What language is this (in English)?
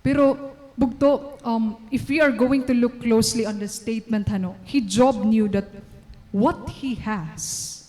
Waray